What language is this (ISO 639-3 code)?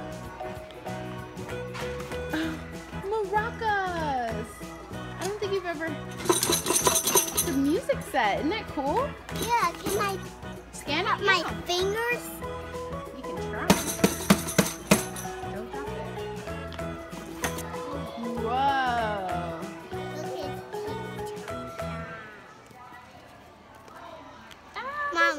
eng